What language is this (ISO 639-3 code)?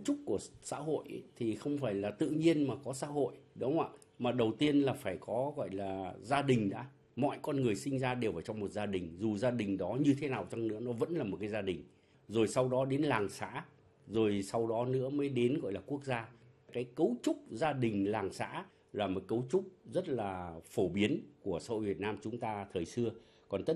vie